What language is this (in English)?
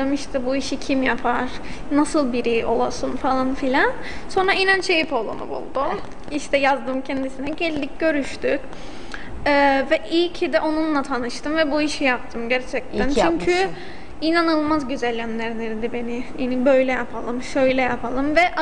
Turkish